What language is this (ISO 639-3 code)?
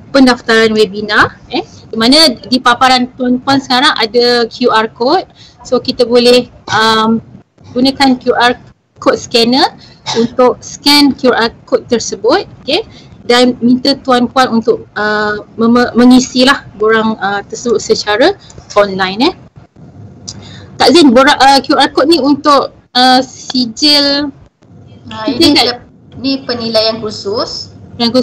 msa